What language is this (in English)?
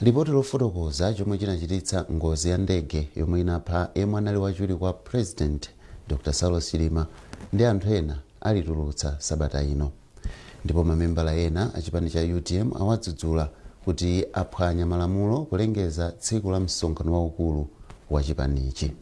Nyanja